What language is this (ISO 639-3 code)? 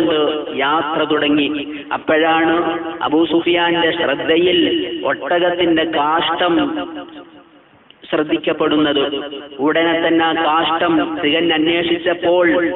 mal